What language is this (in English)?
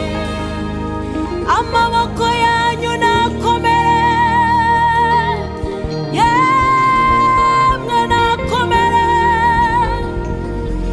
Kinyarwanda